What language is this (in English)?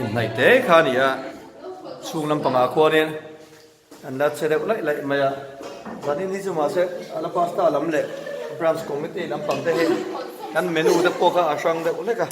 Mizo